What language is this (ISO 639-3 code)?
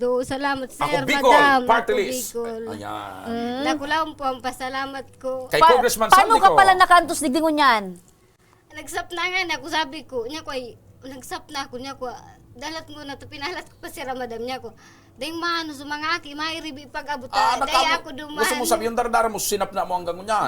bik